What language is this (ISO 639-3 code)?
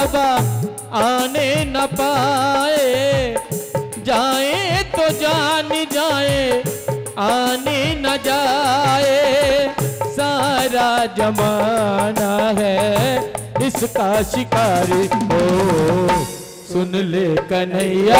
hin